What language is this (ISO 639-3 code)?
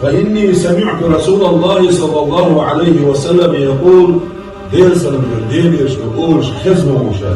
che